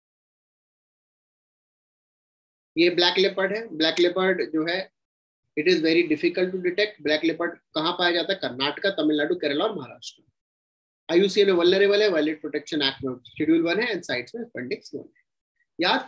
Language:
Hindi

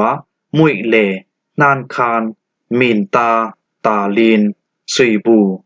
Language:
Falam Chin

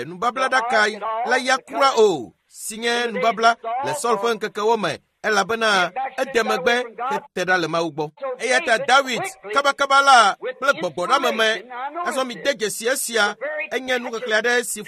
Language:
Ewe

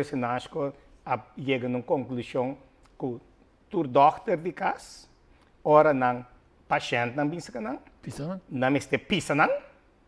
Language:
Papiamento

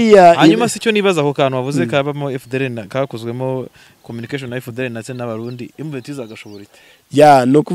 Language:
Kinyarwanda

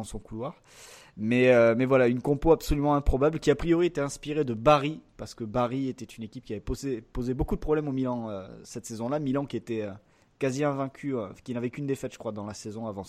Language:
French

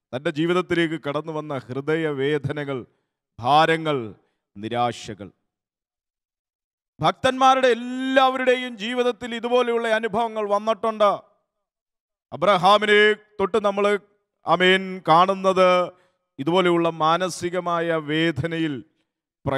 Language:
Malayalam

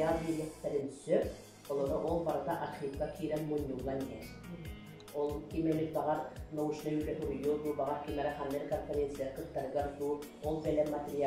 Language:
Yakut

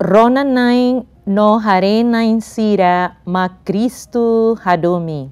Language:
Tetum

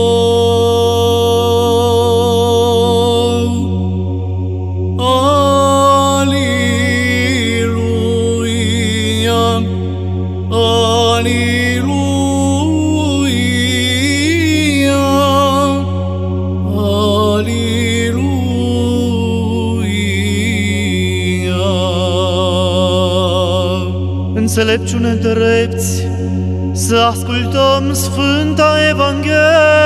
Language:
Romanian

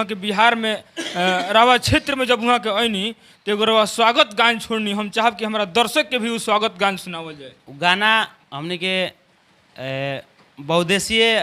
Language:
Bhojpuri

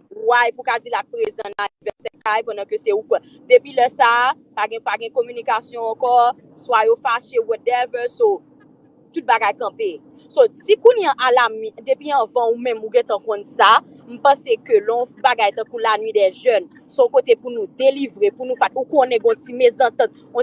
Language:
Haitian Creole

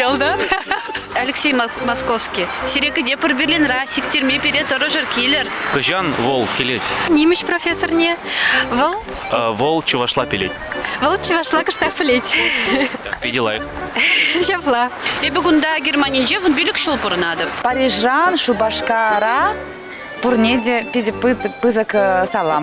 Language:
Chuvash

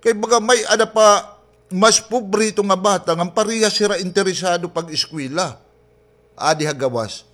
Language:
Waray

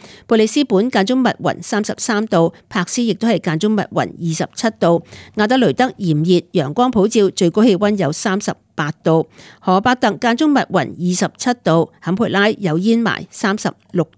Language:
Cantonese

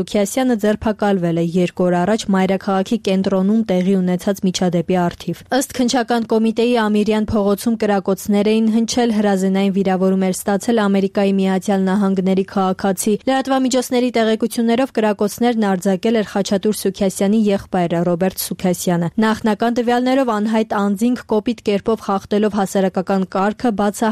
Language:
Armenian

